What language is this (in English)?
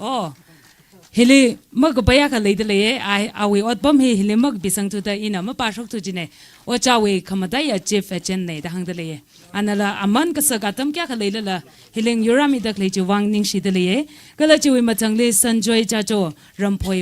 Tangkhul Naga (India)